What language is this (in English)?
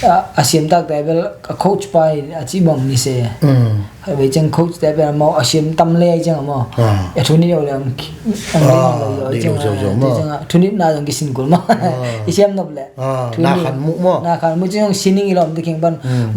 Tedim Chin